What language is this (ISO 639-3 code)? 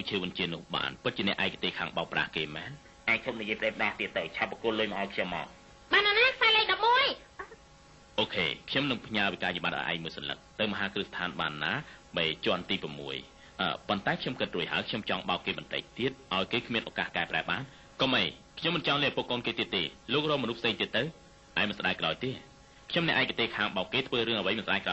khm